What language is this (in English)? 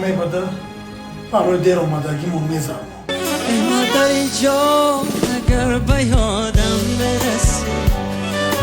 Tajik